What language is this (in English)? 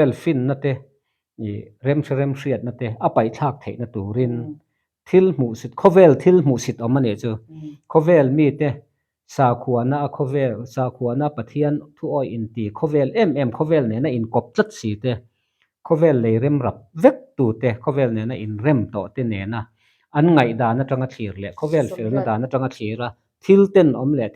Mizo